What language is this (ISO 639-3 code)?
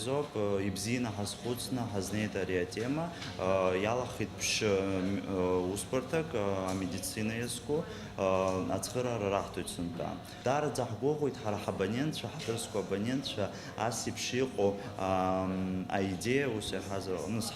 abk